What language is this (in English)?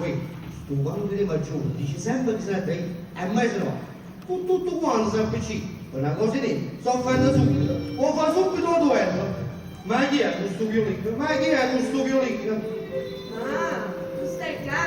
Neapolitan